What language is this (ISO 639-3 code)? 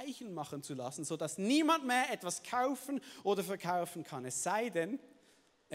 gsw